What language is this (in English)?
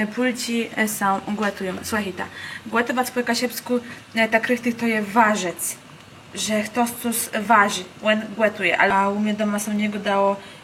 Kashubian